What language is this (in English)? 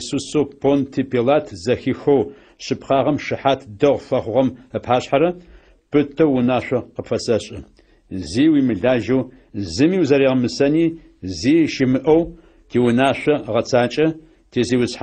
Adyghe